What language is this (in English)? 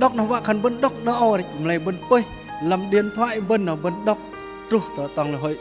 Bahnar